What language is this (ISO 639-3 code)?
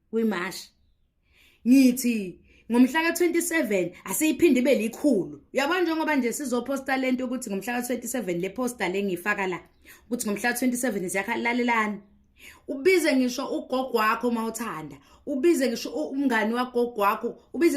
zul